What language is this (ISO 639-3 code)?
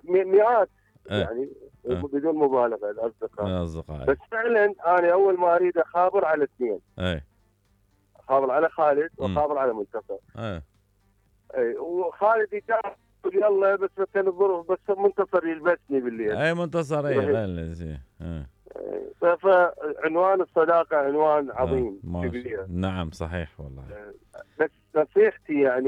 acm